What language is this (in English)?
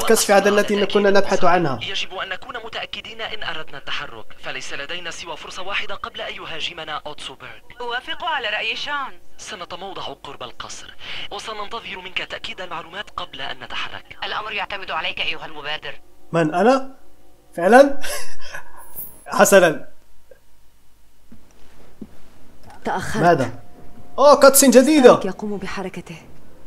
Arabic